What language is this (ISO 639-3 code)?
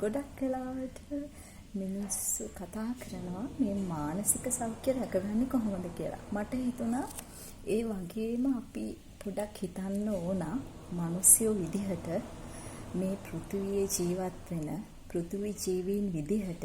sin